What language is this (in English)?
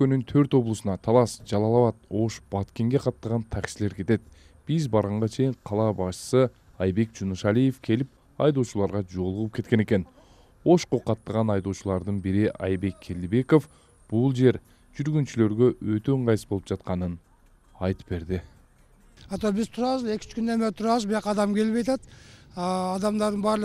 Kyrgyz